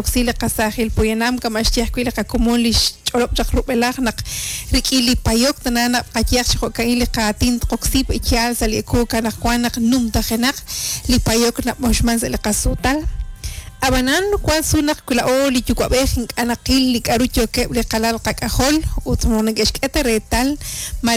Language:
Kekchí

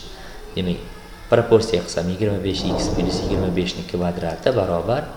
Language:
Uzbek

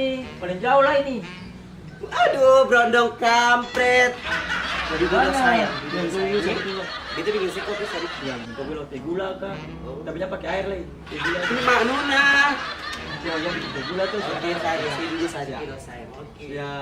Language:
Ambonese Malay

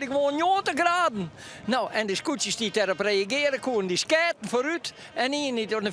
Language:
Western Frisian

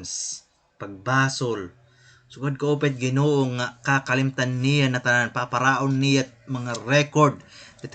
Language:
Waray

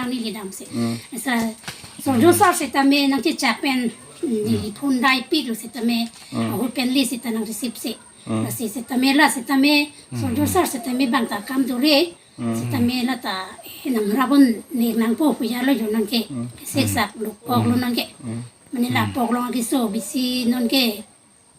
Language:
Karbi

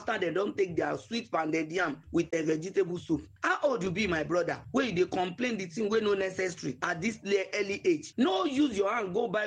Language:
Nigerian Pidgin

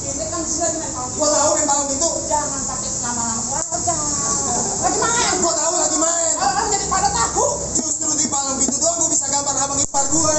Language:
Betawi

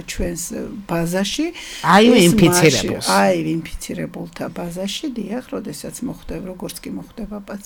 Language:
Georgian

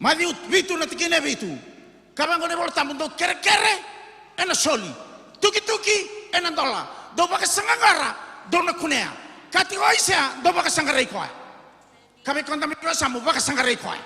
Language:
Fijian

